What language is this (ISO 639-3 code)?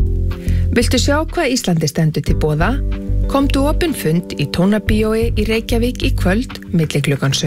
isl